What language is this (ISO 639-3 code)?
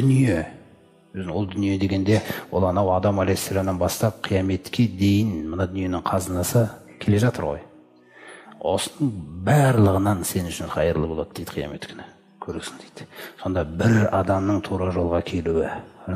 kaz